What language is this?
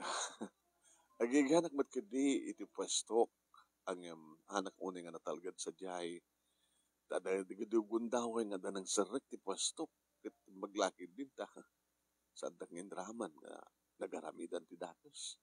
Iloko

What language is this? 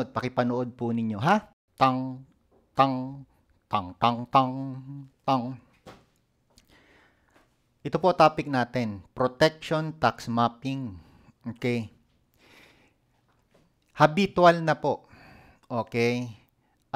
Filipino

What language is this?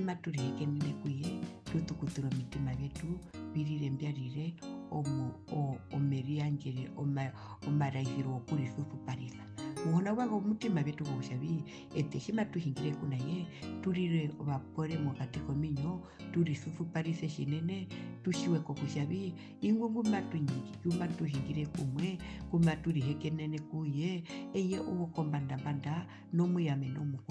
Herero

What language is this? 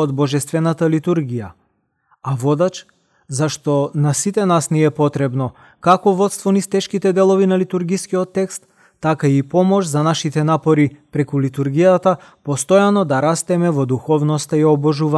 Macedonian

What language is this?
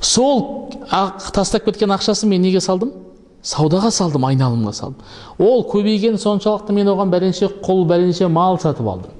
Kazakh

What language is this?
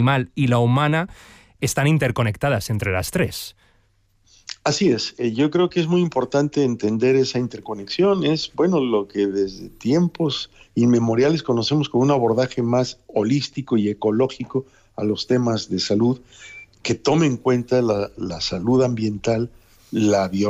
Spanish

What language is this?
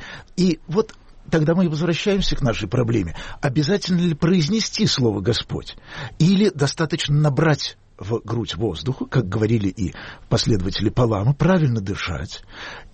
Russian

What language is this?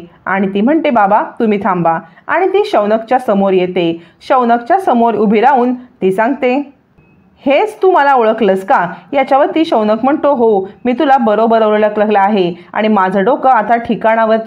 Marathi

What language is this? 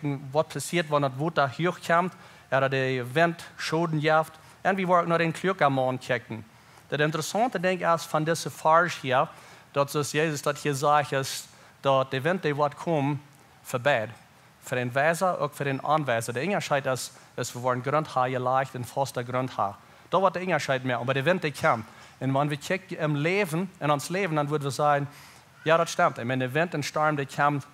Plautdietsch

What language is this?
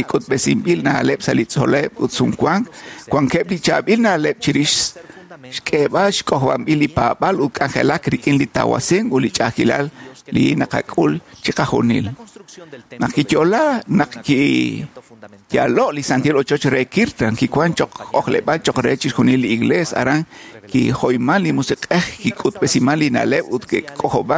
Kekchí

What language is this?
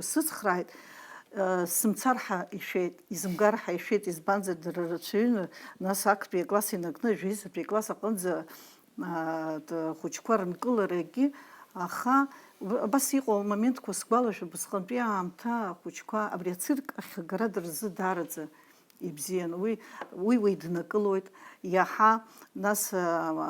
Abkhazian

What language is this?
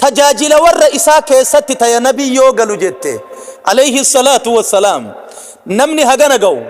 Oromo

